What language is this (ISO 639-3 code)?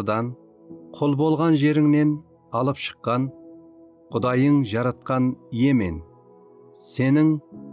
kaa